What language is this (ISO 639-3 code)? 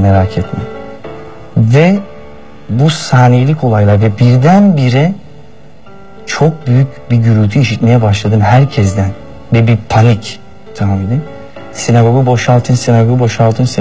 tur